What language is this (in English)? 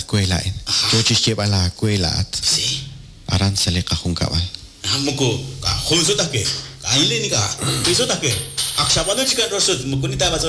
Kekchí